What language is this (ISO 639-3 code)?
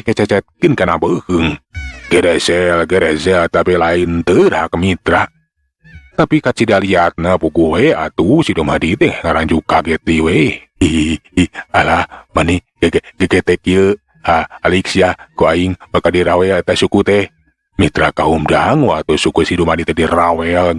sun